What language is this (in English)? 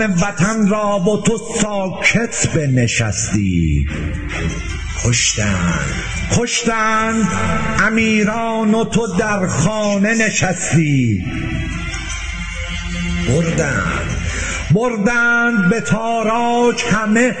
Persian